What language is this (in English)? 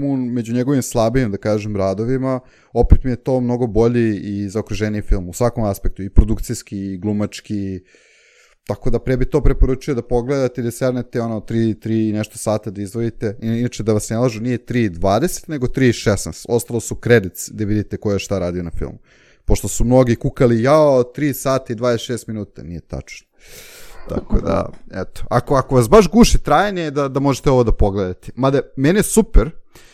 Serbian